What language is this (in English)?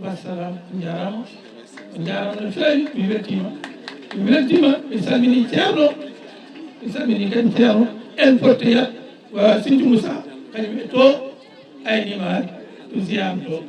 Fula